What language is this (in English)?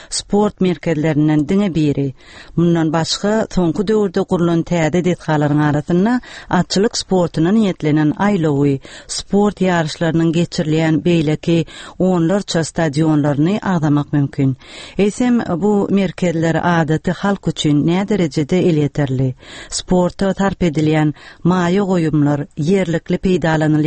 Turkmen